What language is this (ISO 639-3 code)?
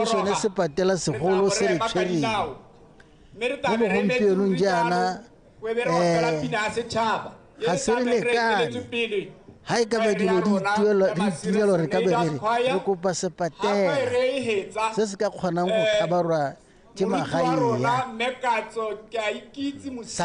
tsn